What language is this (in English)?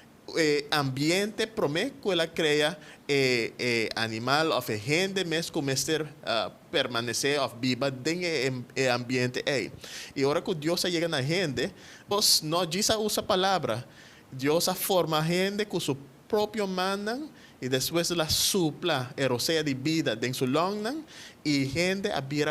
Papiamento